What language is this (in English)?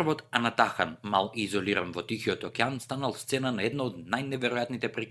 Macedonian